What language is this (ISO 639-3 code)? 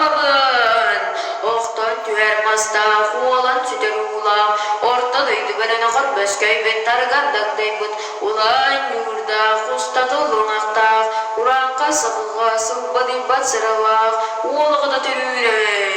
sah